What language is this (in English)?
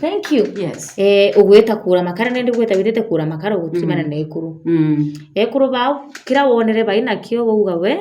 Meru